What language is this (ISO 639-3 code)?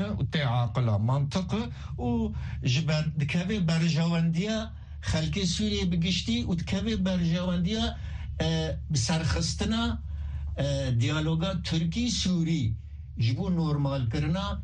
kur